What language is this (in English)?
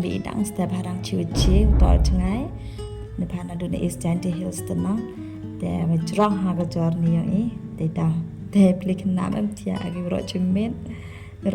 Khasi